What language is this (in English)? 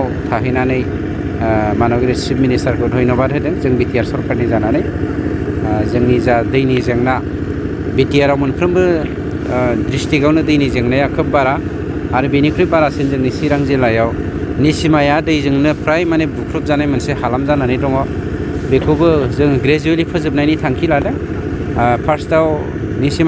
Bodo